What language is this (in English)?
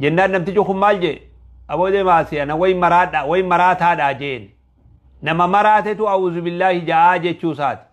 Oromo